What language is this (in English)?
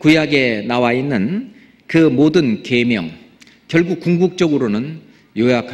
Korean